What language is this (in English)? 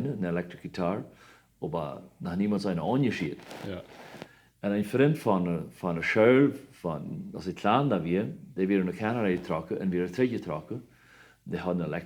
Plautdietsch